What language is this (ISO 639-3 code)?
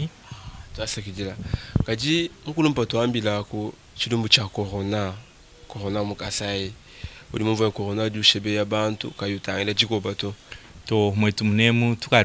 lua